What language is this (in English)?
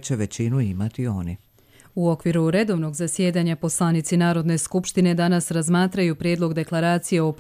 Bosnian